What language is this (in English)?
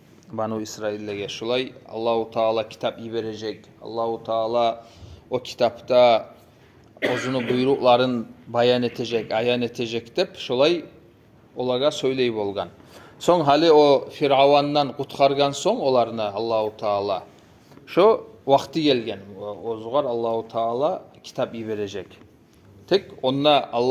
Kumyk